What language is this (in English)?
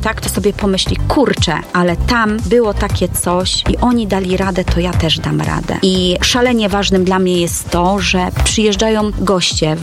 Polish